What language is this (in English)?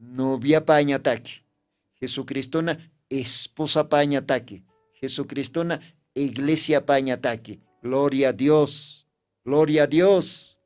Aymara